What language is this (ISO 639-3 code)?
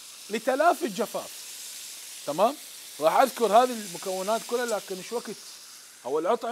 acm